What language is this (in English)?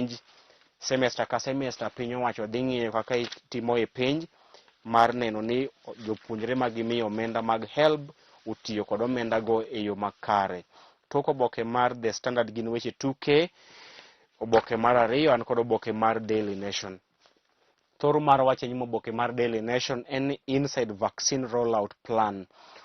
Luo (Kenya and Tanzania)